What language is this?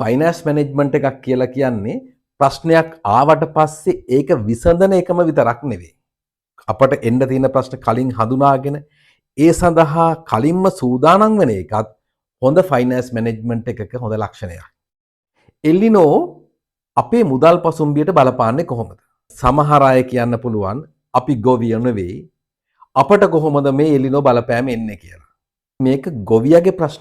Sinhala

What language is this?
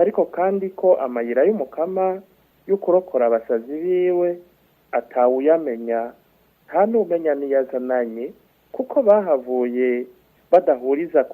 Rundi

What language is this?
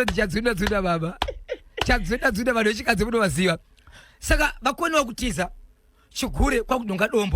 Shona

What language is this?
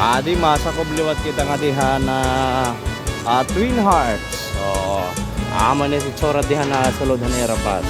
Waray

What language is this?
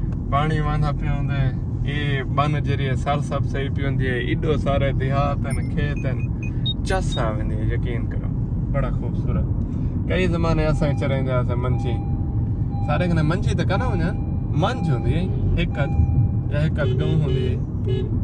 Saraiki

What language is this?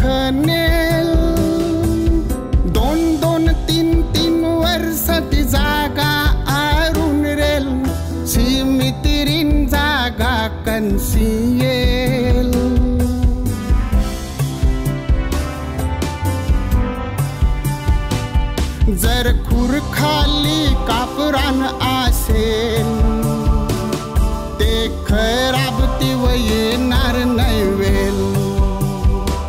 Marathi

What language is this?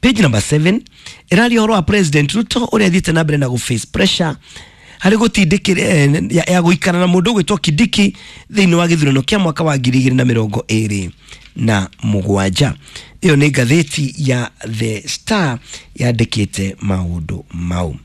Kikuyu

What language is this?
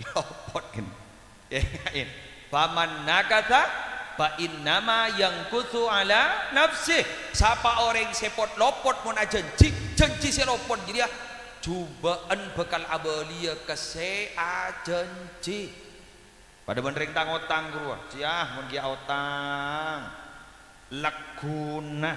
Madurese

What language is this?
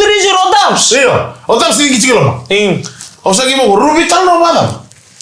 Fijian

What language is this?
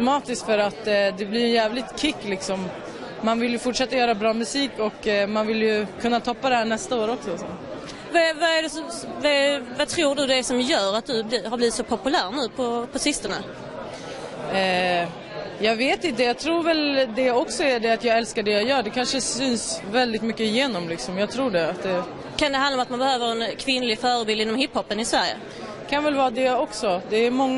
Swedish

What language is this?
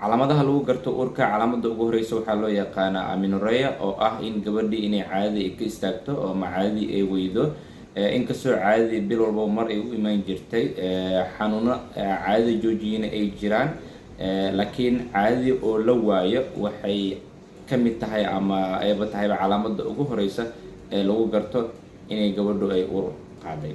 Somali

